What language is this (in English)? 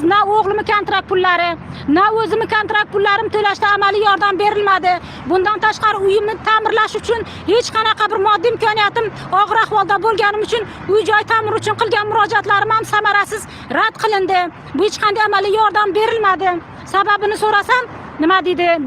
Uzbek